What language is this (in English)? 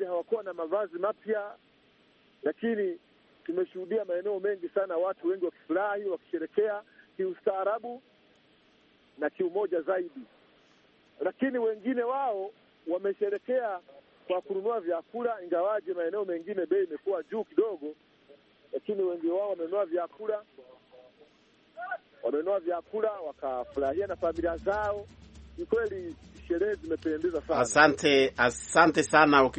Swahili